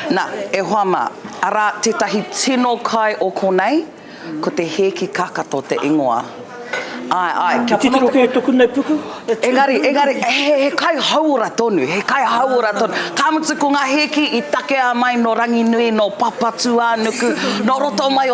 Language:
Māori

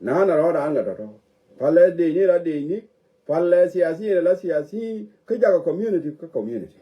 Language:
Nuer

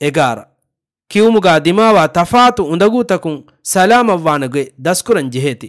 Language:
Divehi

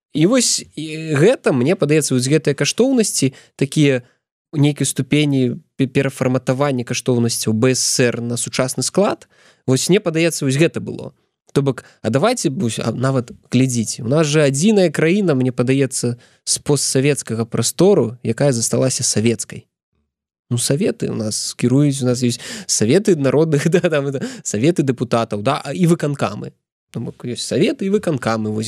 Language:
Belarusian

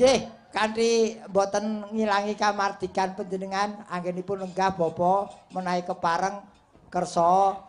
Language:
Javanese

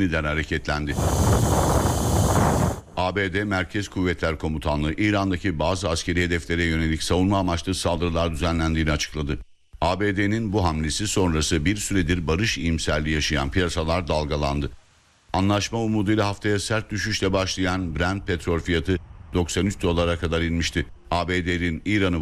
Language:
Turkish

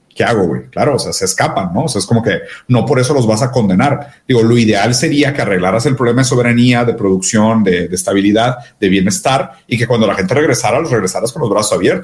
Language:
Spanish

